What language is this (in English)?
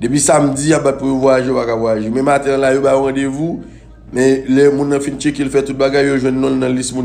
Haitian Creole